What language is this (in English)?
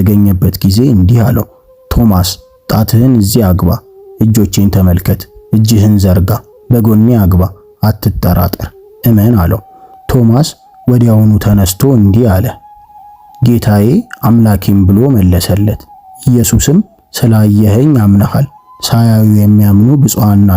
Amharic